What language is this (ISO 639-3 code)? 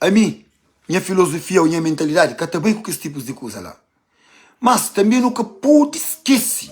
kea